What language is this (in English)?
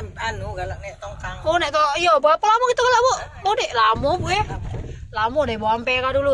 Musi